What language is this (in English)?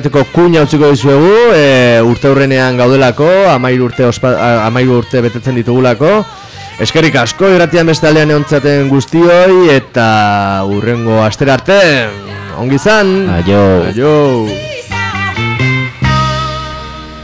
Basque